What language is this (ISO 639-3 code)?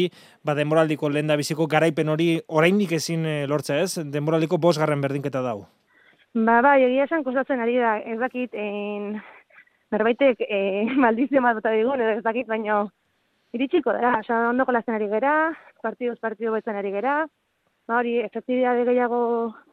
eus